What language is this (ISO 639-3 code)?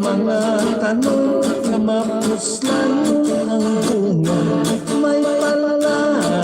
hil